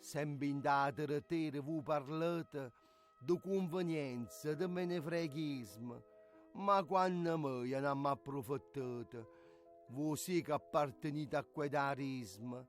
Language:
Neapolitan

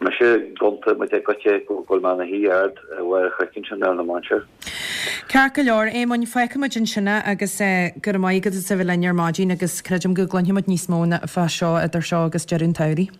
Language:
Irish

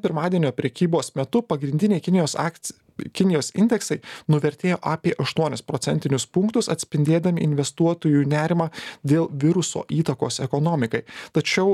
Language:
Lithuanian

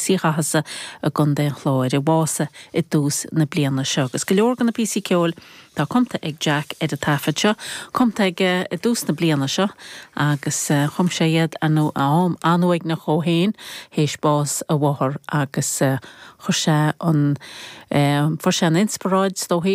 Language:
Irish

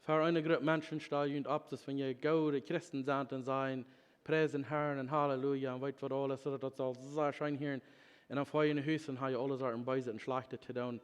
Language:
Plautdietsch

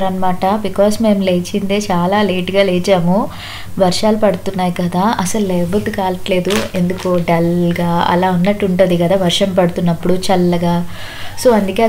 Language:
Telugu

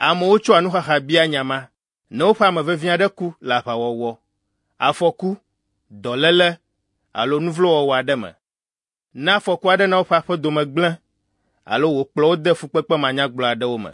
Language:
Ewe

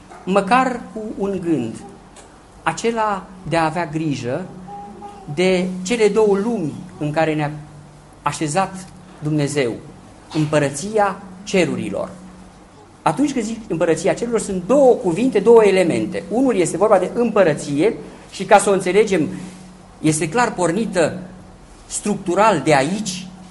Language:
Romanian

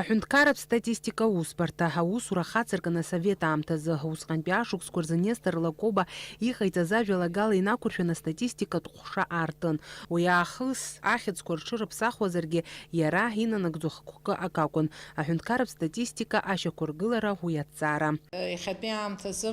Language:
Abkhazian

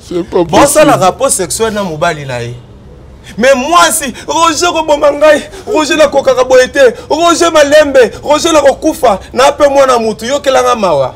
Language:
Lingala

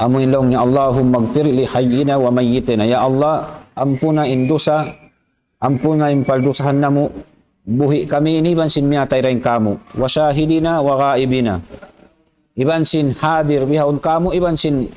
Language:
Tausug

